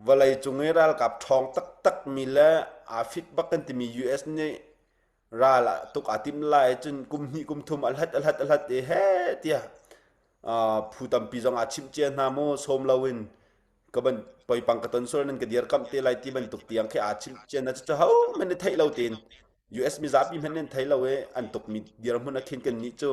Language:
Hakha Chin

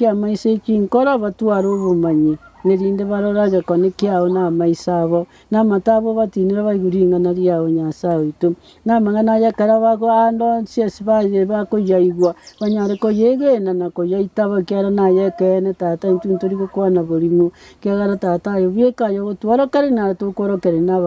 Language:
Gusii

